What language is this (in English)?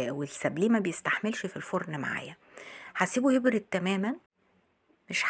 Egyptian Arabic